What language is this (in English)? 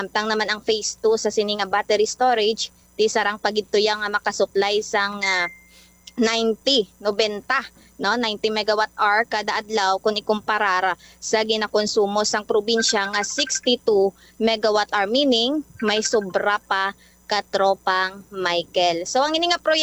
Hiligaynon